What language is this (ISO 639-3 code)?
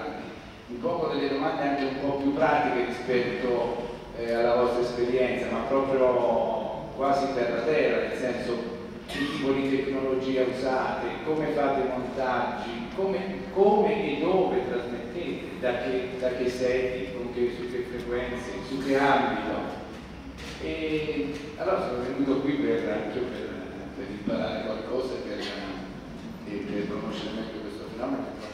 ita